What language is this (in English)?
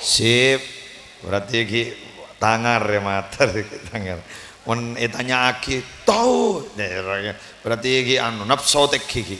Madurese